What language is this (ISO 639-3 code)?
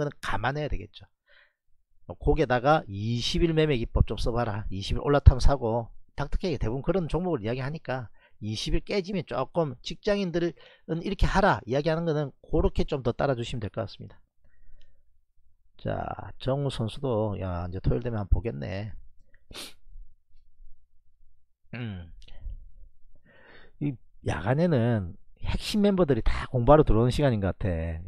kor